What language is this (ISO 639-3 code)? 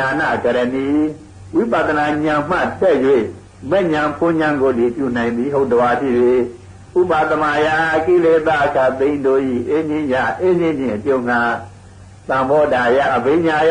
mya